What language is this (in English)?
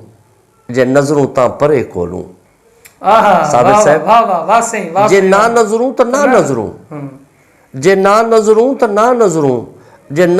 Saraiki